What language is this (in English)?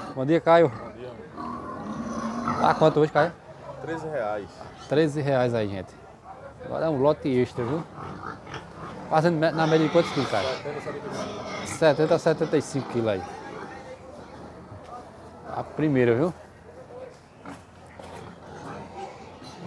Portuguese